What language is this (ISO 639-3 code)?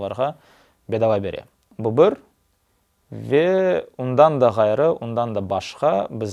crh